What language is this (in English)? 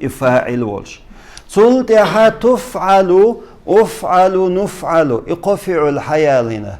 Chechen